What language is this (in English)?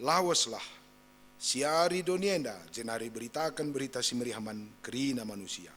Batak Karo